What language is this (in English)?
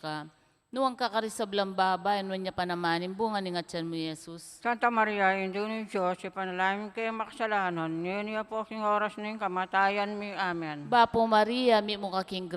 Pampanga